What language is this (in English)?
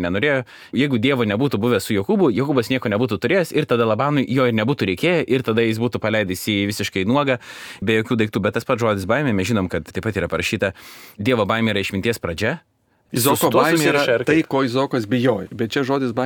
Lithuanian